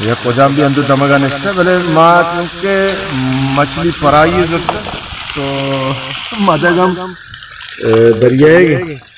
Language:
Baluchi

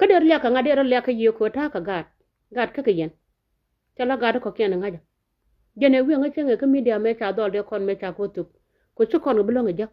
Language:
Nuer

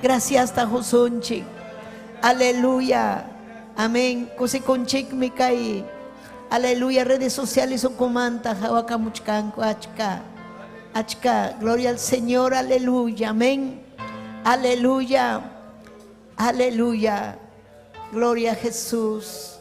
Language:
Ayacucho Quechua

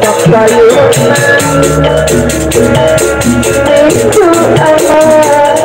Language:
Betawi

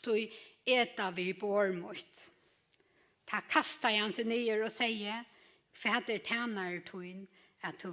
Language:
Faroese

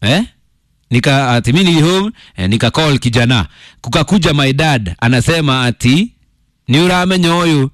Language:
Kikuyu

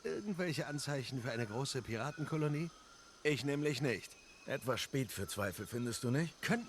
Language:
Swiss German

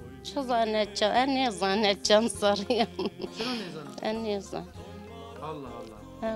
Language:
Zaza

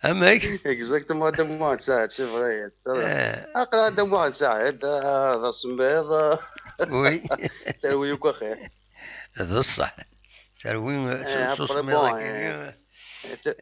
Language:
Kabyle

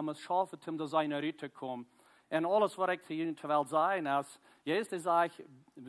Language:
Plautdietsch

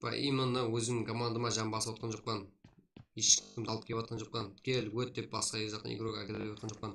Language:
Kara-Kalpak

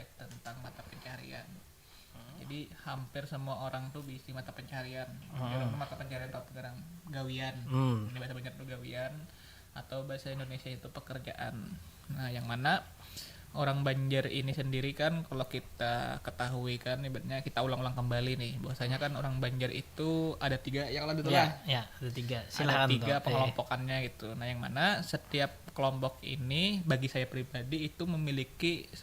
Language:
Banjar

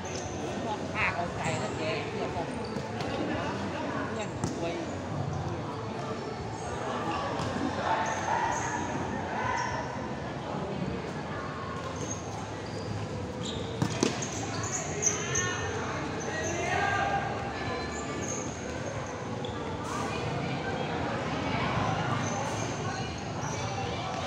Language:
Thai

